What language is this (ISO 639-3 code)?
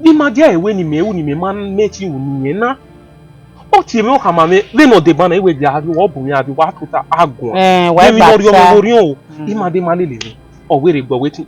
bin